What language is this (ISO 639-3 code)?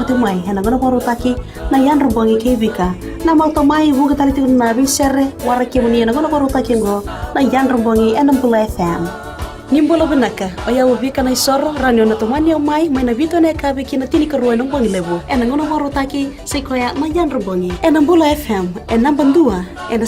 fij